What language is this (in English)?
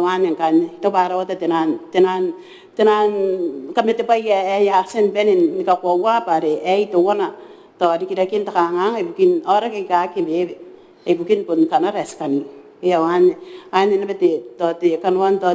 Gilbertese